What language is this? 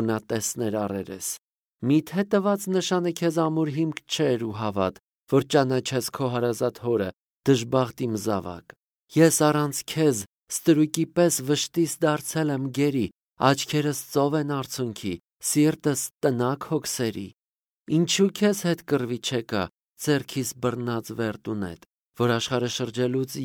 Armenian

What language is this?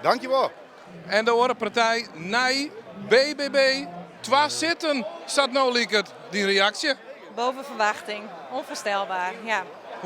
Western Frisian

